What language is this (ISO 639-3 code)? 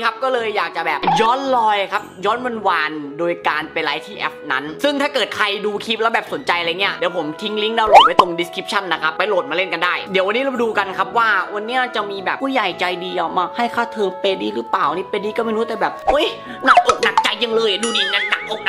tha